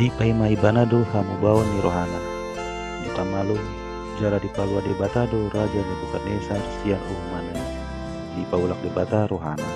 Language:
Batak Toba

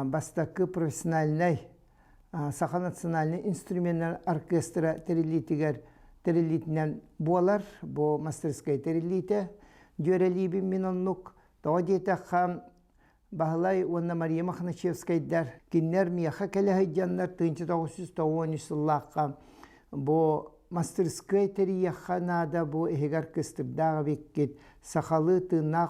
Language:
Yakut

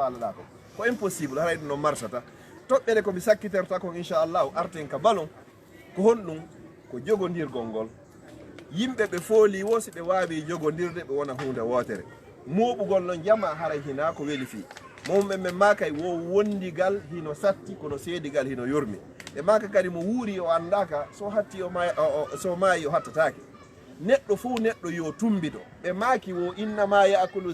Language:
Fula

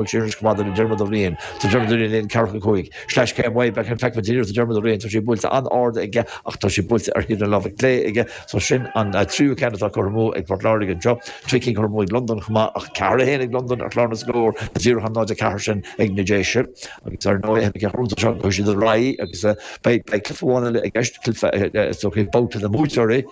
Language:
Irish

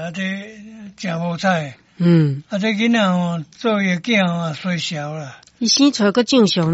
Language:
Min Nan Chinese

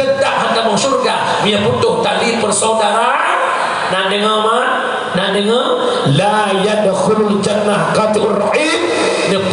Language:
Achinese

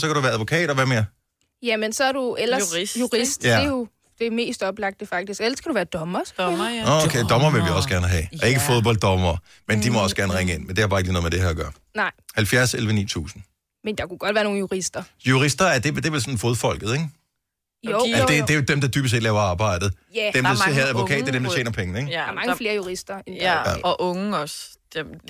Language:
Danish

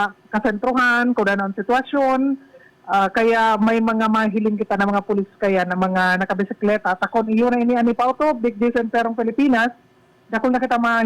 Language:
Bikol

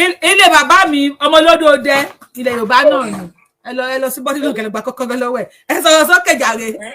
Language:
Yoruba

